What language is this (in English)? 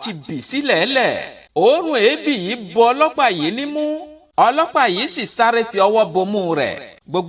Yoruba